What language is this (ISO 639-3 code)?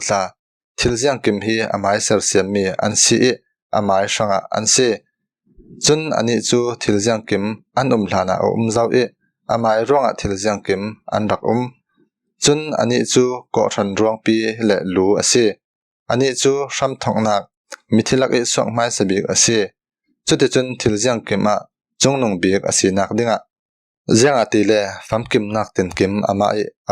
cfm